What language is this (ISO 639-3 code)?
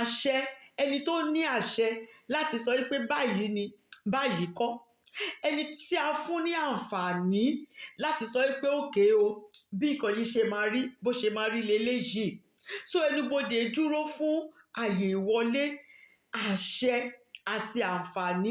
yor